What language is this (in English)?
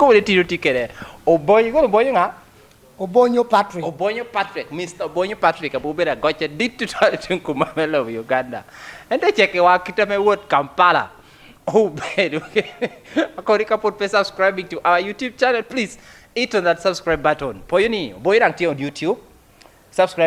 Lango (Uganda)